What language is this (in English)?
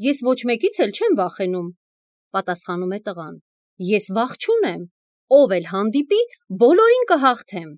Armenian